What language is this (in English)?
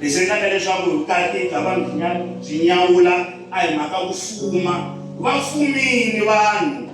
Tsonga